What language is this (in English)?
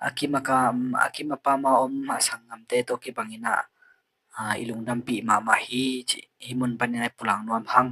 Tedim Chin